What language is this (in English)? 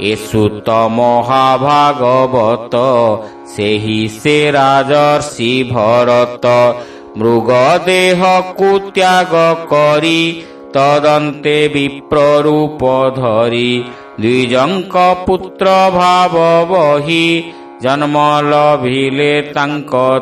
Odia